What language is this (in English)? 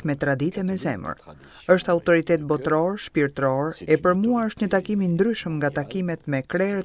Albanian